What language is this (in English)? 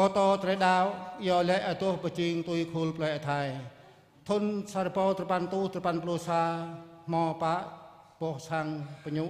Jarai